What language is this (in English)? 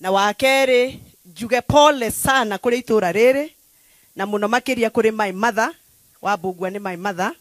Kikuyu